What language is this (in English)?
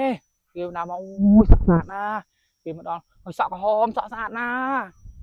Khmer